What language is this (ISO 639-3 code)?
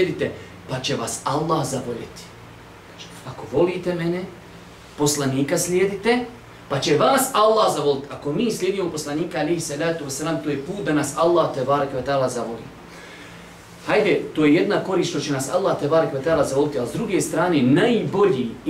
bos